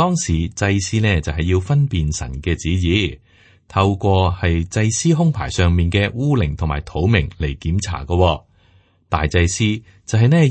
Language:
Cantonese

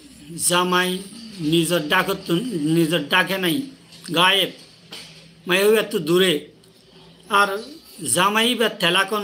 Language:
Rohingya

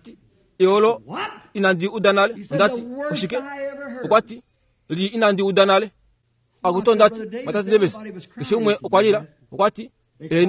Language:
Kuanyama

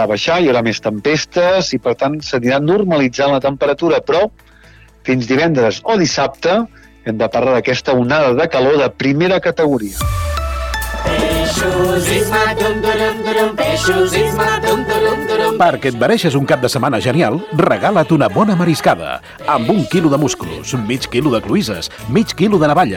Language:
Catalan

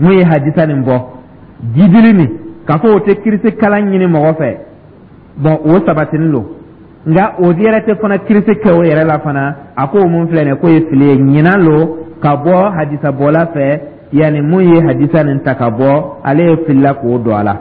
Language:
Dyula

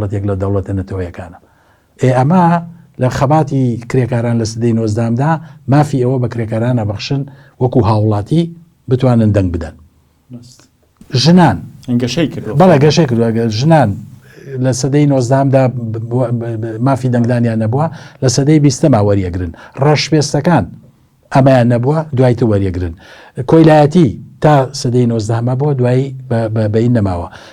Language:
Central Kurdish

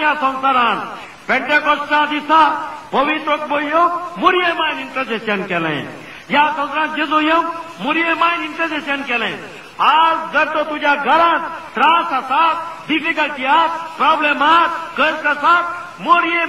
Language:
Konkani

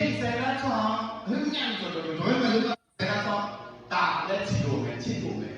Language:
Akha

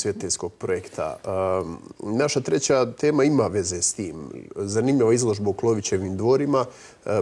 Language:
Croatian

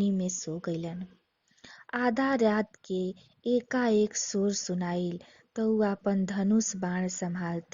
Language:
Bhojpuri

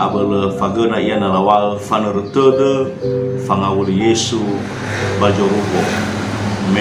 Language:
Nias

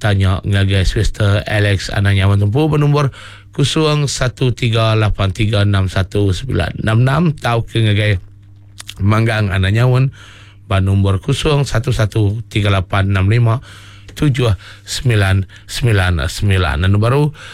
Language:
Iban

